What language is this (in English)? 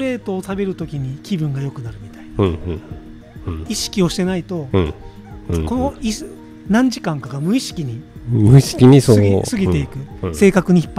Japanese